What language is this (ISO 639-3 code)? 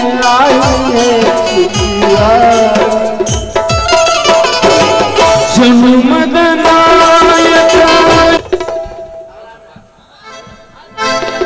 kan